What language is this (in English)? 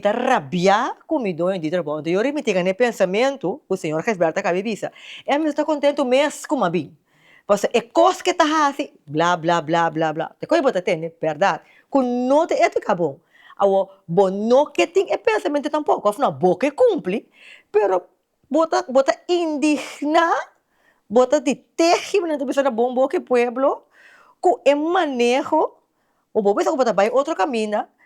Papiamento